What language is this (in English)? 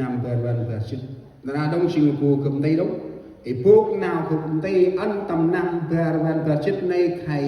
Central Mnong